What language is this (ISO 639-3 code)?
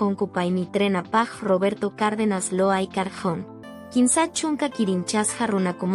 que